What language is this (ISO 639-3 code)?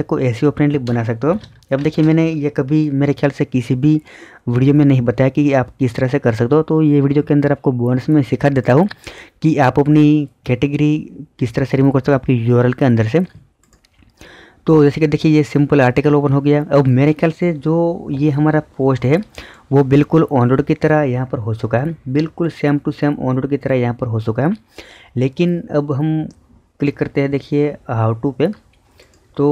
hin